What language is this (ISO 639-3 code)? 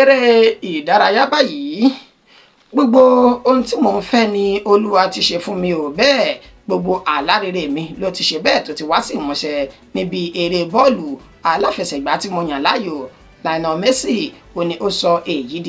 yor